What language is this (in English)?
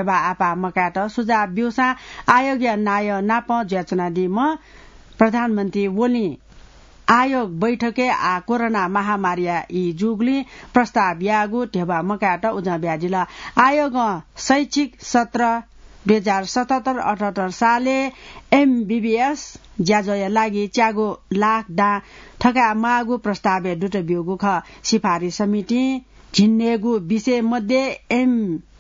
Newari